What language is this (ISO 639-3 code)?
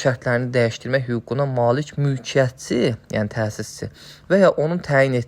aze